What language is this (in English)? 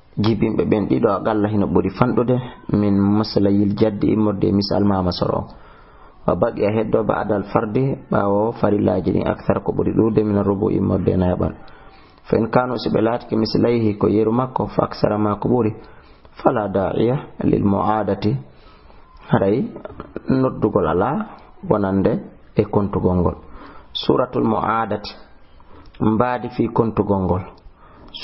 Fula